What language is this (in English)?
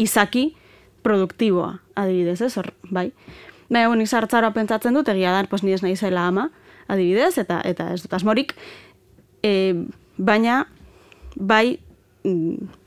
Basque